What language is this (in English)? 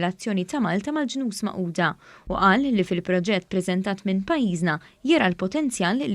Maltese